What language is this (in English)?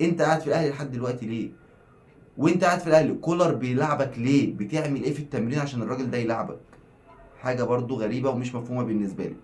Egyptian Arabic